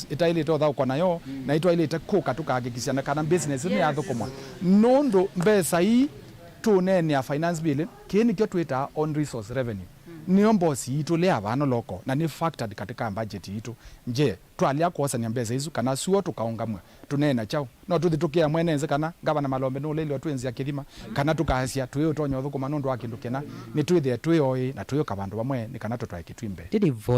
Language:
Kamba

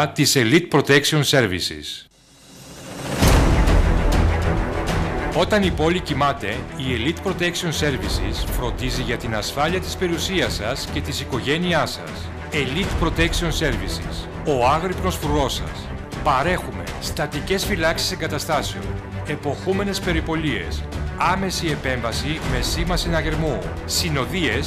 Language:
Greek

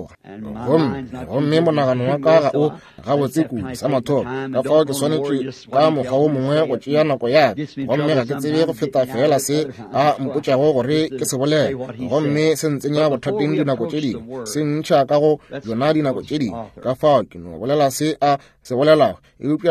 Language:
Northern Sotho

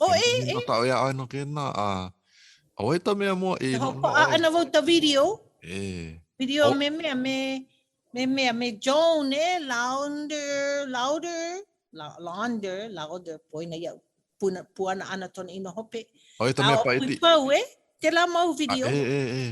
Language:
Hawaiian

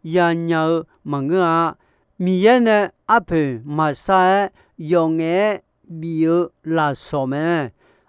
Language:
Akha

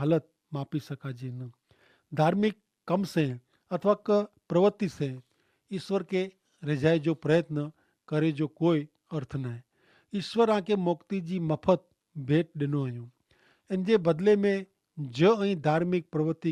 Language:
Kachhi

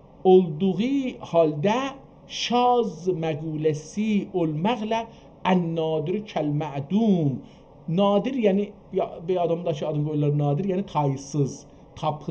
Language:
South Azerbaijani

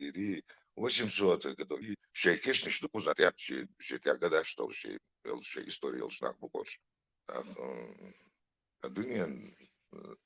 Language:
Chechen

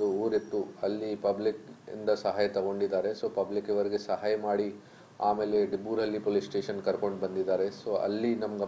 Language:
Kannada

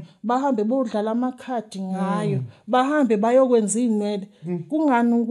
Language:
Zulu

